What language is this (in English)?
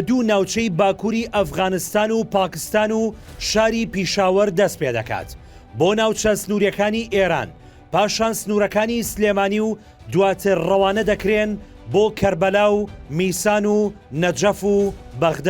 Central Kurdish